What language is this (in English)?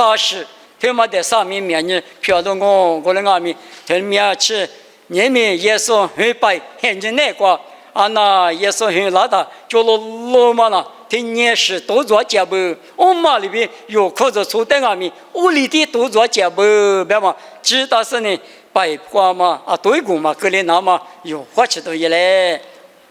Lisu